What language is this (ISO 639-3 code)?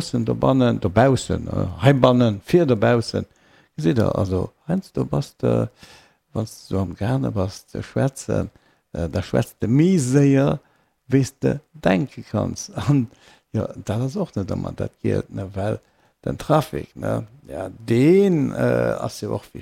ltz